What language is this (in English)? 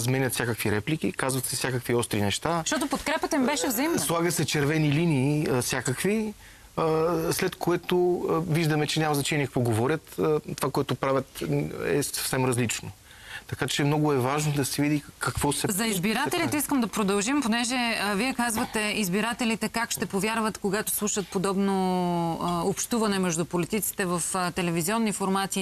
Bulgarian